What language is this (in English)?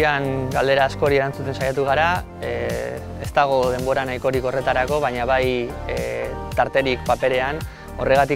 Basque